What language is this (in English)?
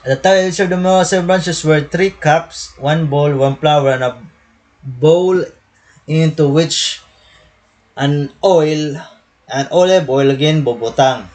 Waray